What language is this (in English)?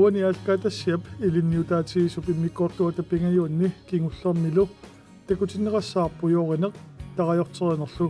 Kalaallisut